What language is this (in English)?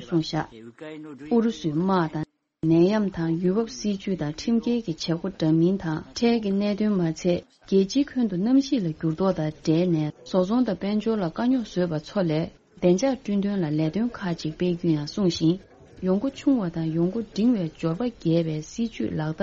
Tibetan